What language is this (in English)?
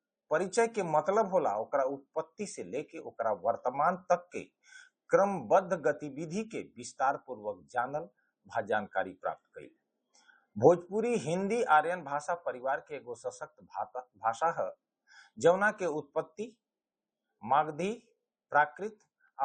Bhojpuri